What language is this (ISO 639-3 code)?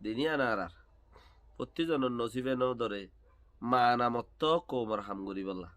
rhg